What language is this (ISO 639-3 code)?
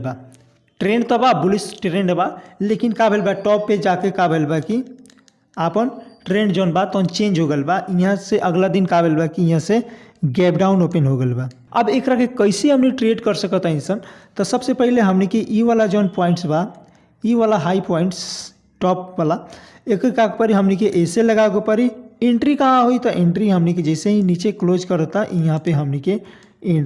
bho